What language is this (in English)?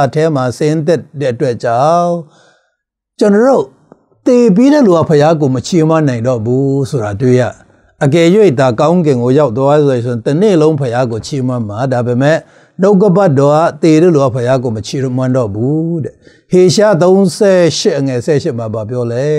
Burmese